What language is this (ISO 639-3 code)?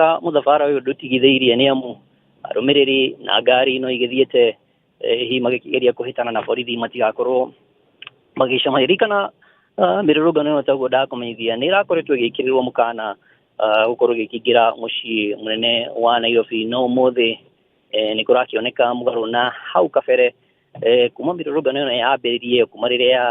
kik